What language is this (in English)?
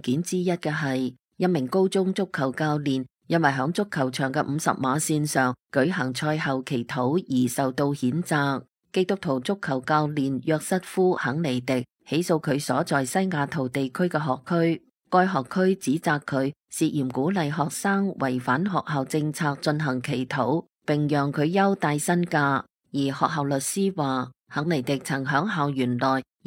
Cantonese